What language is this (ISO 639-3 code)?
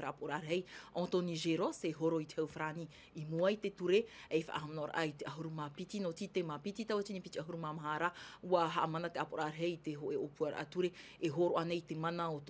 tah